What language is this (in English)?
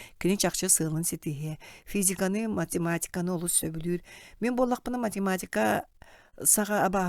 Yakut